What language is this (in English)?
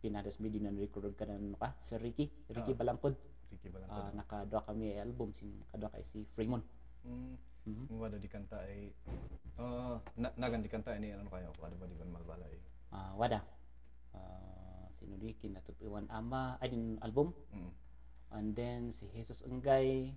Kankanaey